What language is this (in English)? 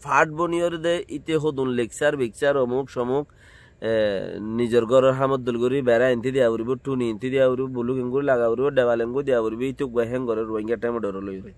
Rohingya